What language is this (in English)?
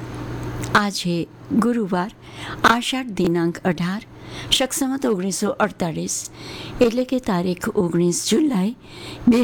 Gujarati